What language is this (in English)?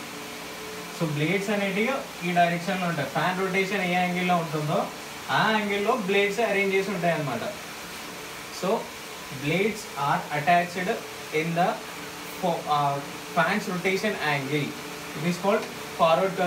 Telugu